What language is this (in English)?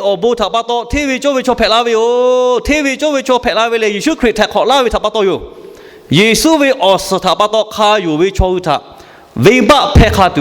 Lahu